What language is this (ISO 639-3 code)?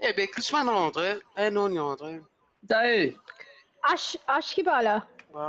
mfe